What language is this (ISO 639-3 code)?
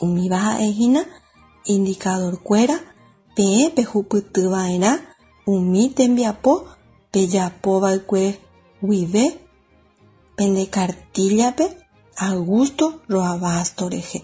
grn